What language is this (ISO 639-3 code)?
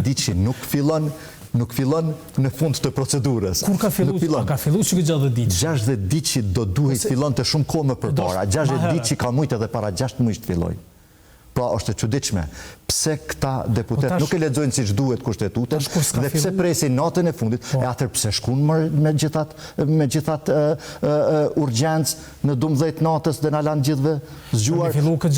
sqi